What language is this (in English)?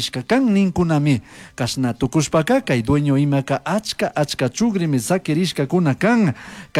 Chimborazo Highland Quichua